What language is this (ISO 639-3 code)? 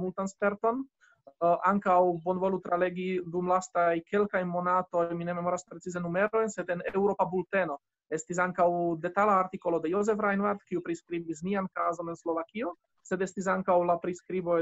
epo